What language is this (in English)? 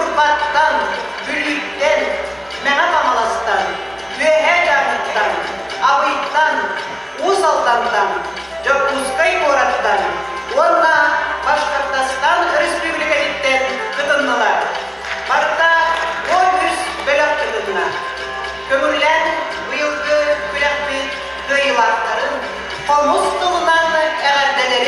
Yakut